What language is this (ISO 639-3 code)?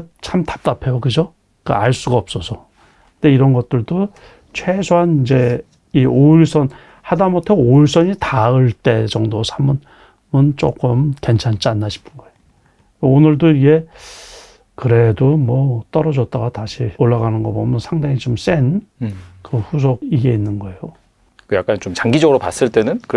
kor